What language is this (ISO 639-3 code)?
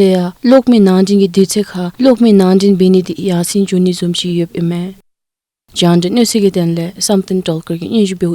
dzo